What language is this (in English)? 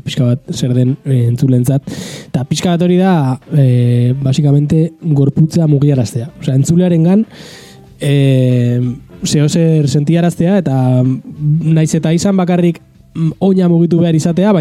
Basque